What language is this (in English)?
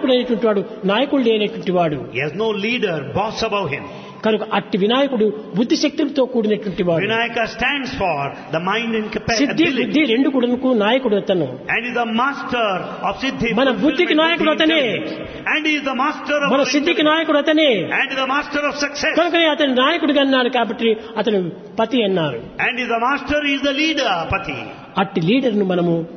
Telugu